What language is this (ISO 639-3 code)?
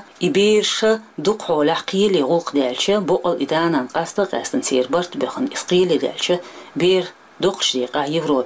che